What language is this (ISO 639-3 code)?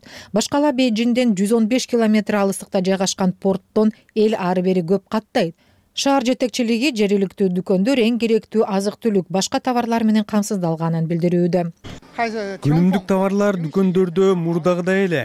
kir